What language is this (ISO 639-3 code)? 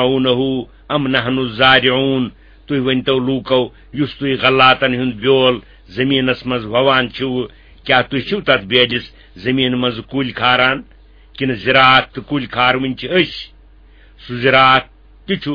kas